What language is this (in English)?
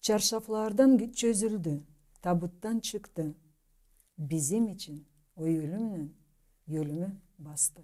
Gagauz